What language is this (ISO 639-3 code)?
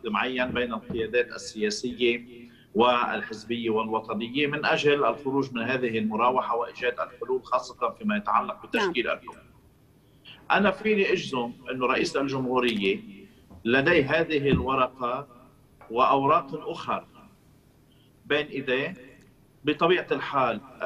apc